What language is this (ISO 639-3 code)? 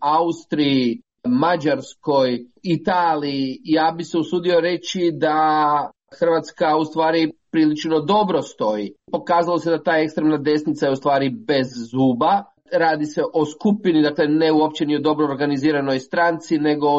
hrv